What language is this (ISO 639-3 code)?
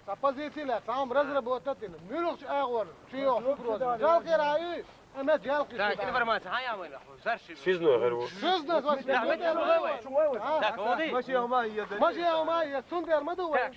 che